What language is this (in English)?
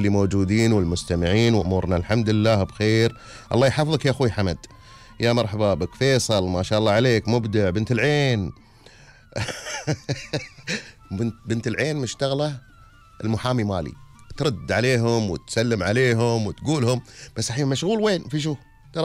Gulf Arabic